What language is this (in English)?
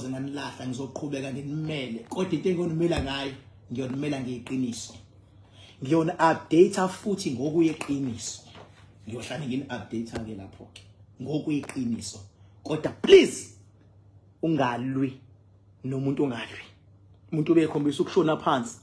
Zulu